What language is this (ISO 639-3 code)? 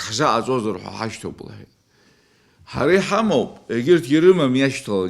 abk